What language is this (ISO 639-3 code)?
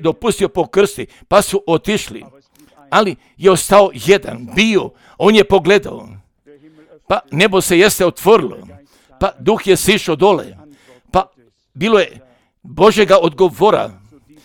hrv